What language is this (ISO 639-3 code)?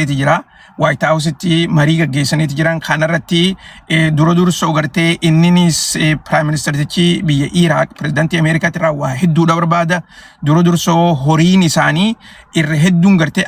orm